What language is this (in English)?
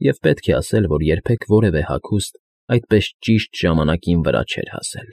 Armenian